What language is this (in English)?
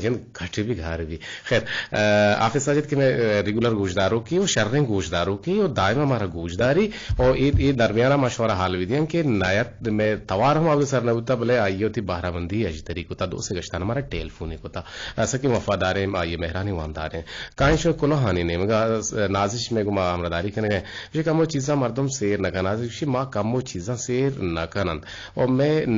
Eastern Balochi